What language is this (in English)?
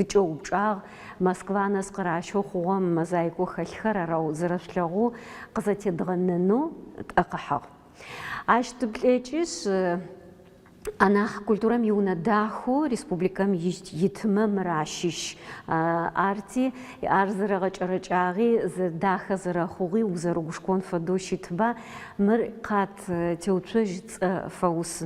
Adyghe